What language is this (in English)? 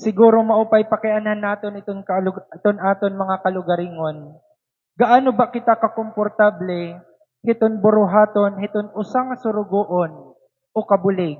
Waray